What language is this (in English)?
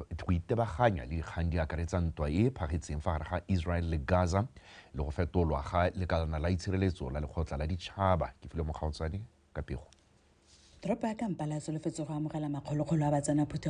Tswana